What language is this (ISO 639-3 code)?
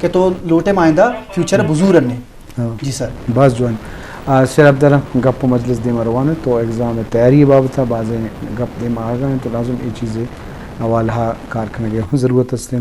bgp